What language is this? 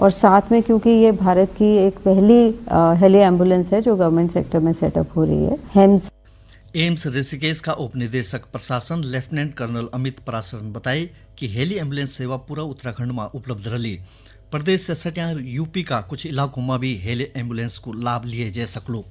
Garhwali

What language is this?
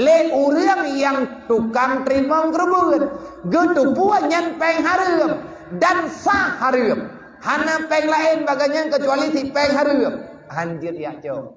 Achinese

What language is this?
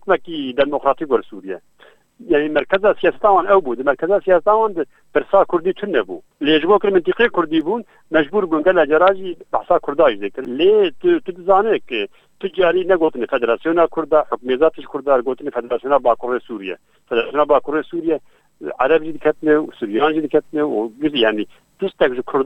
Kurdish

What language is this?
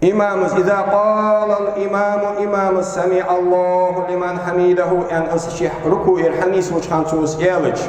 Ingush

